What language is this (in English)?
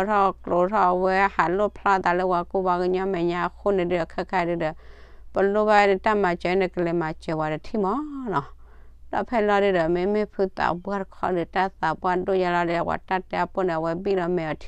S'gaw Karen